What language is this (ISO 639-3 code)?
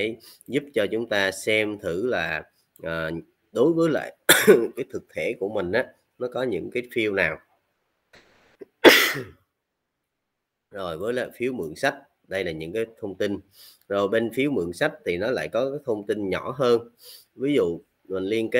vie